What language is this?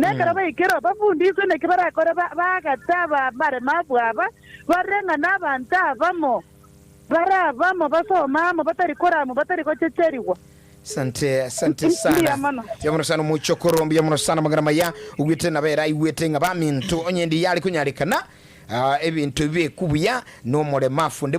Gusii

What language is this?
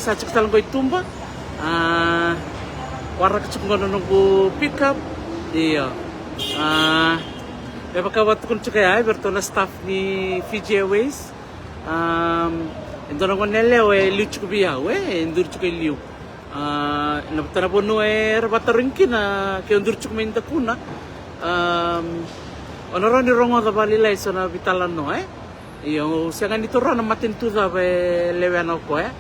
Fijian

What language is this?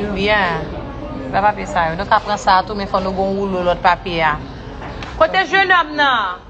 Haitian Creole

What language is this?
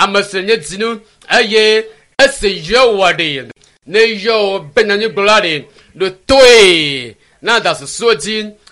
Ewe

